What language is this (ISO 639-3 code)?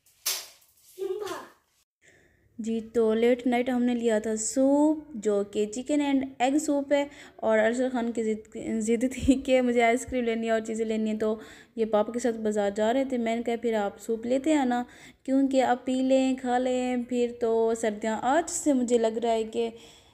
hin